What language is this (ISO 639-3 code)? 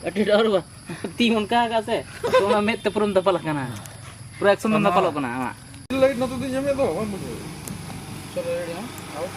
sat